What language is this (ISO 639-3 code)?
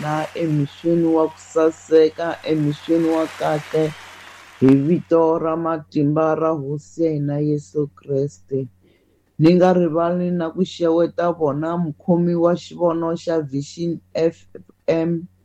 tso